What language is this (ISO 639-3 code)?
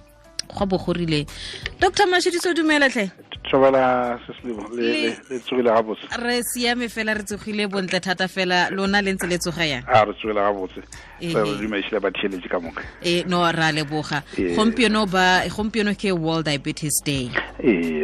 tsn